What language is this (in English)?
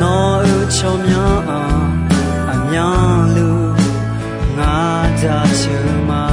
Akha